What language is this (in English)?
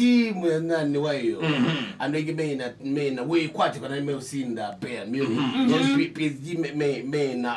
Kamba